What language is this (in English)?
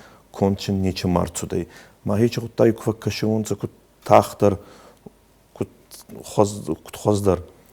Ossetic